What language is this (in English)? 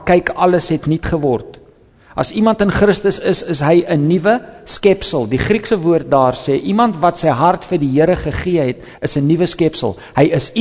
Afrikaans